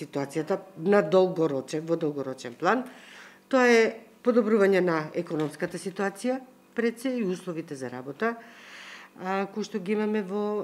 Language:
Macedonian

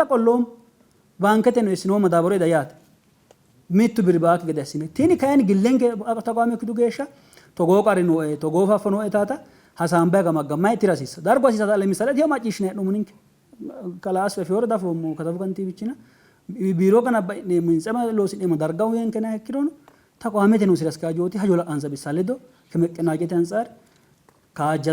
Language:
Sidamo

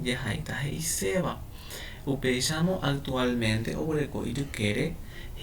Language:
Guarani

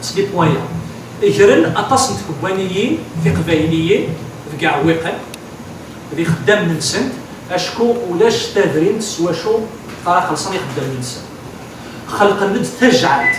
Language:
Kabyle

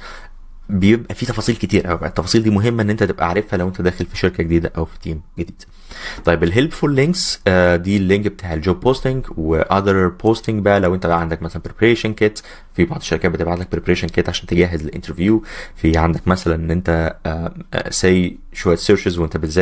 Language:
Egyptian Arabic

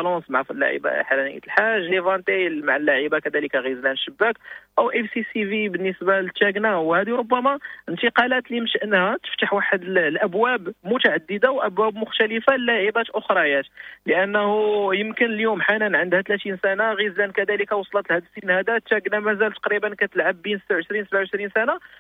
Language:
Moroccan Arabic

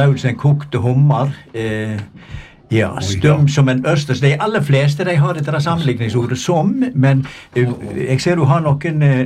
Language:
Norwegian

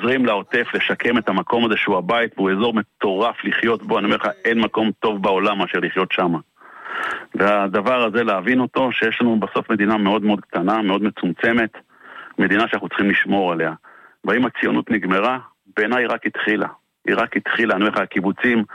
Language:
Hebrew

